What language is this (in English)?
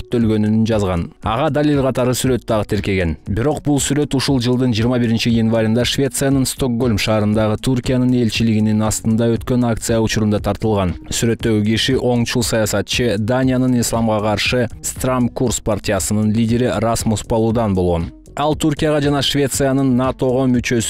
Kyrgyz